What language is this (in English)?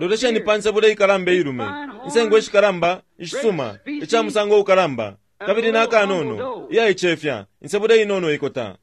Bemba